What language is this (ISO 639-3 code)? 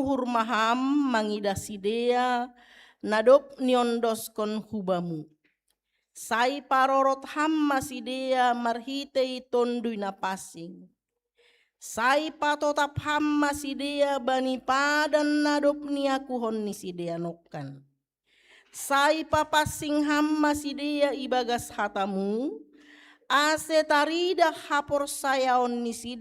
bts